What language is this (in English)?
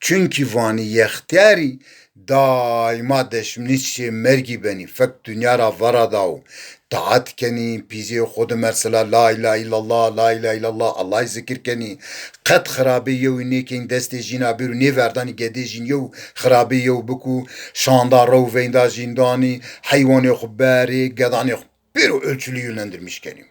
Zaza